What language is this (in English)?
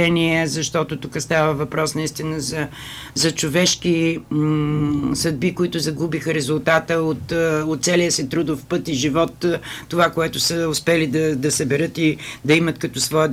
Bulgarian